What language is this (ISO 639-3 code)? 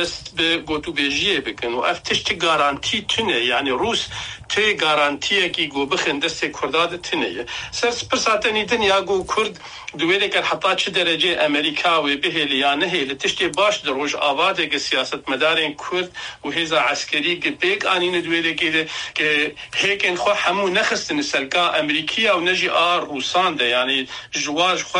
kur